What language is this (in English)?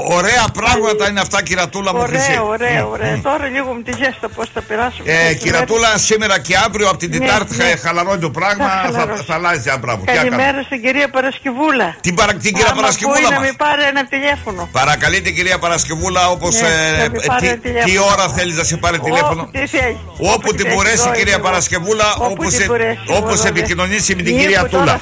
Greek